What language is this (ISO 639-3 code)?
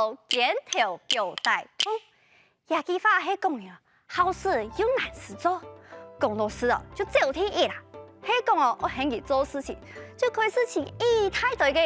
hak